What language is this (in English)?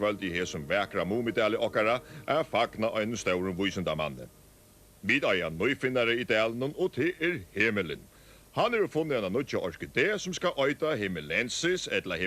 Faroese